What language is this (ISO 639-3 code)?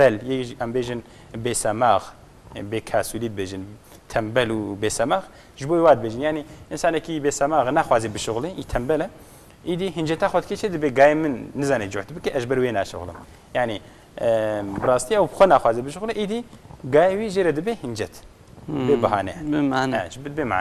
kur